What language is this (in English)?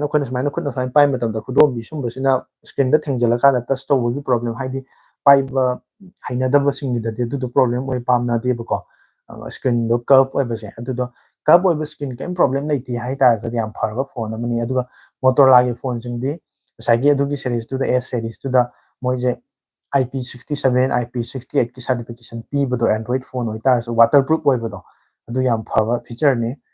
Manipuri